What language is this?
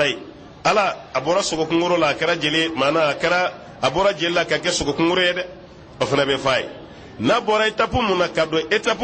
Bambara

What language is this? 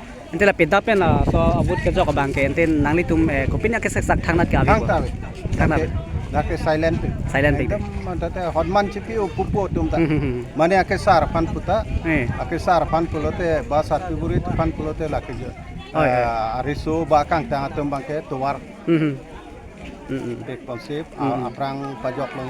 Karbi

